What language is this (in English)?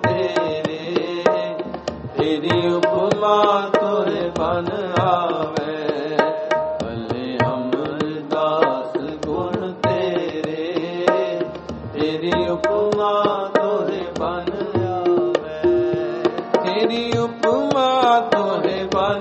Punjabi